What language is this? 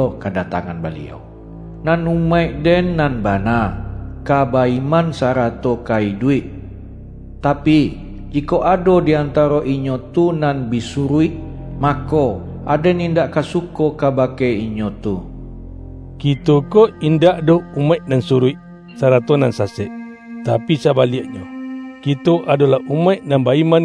Minangkabau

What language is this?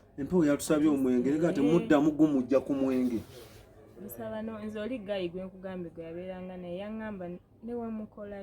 Ganda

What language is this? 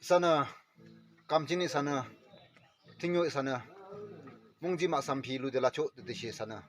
Yimchungru Naga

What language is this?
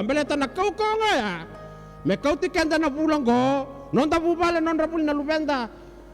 Fijian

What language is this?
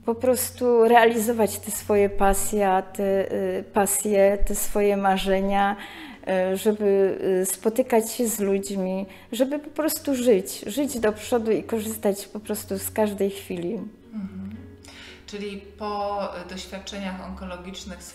Polish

